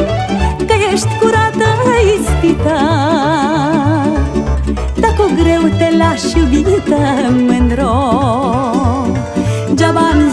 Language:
Romanian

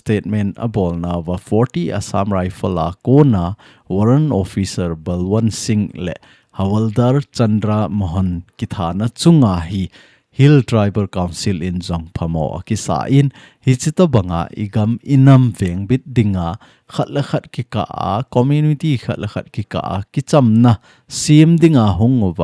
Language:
Thado Chin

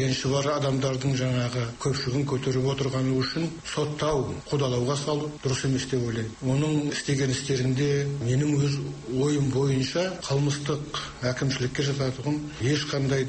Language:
Kazakh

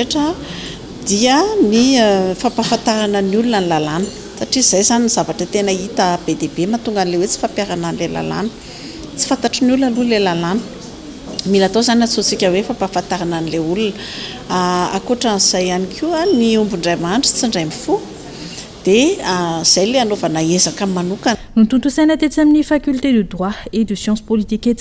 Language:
Malagasy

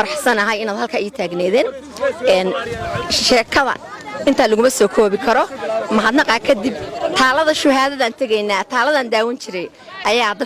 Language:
Somali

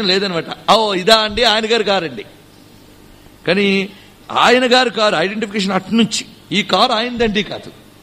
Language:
Telugu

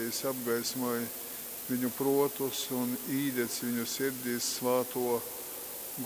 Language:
Latgalian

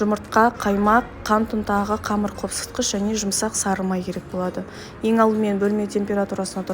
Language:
Kazakh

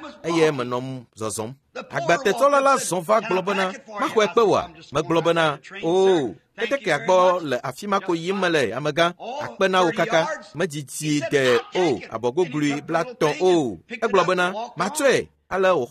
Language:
Ewe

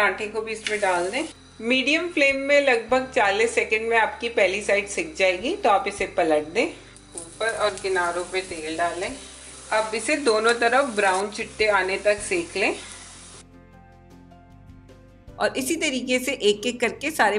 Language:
Hindi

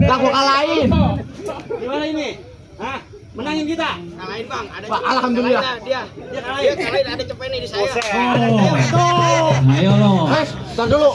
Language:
Betawi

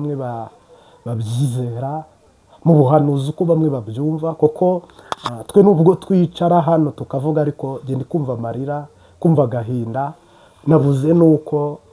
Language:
Kinyarwanda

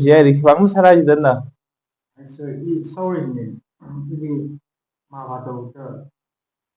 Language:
Tangkhul Naga (India)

